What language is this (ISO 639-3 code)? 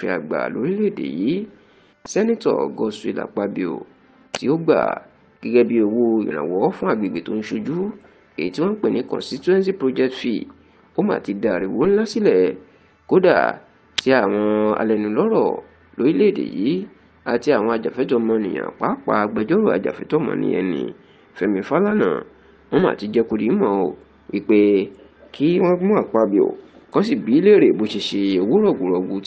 yor